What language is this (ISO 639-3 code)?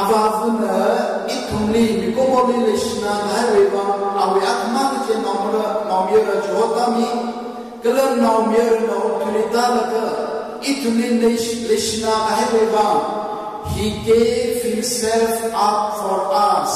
nmf